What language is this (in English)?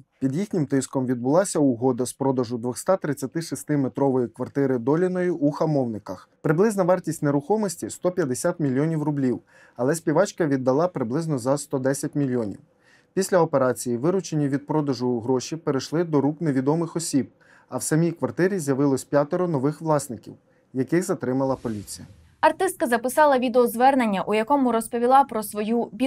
Ukrainian